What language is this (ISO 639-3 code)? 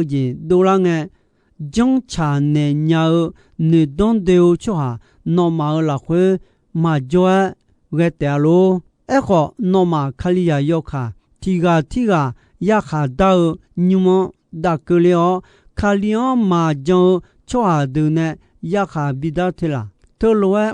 ahk